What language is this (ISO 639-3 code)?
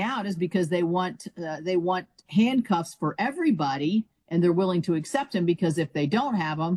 eng